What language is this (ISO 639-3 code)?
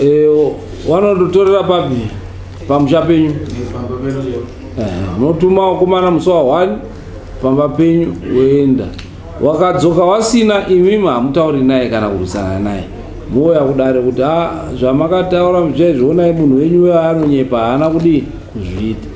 sna